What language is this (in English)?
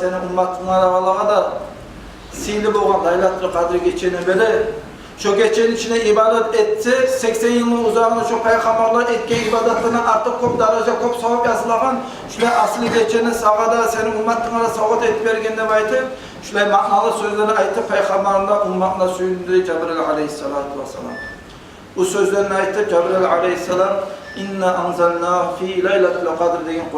Kumyk